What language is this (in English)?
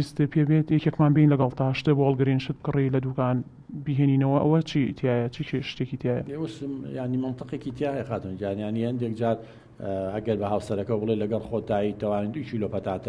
Central Kurdish